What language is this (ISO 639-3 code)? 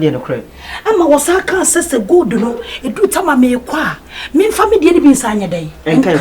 aka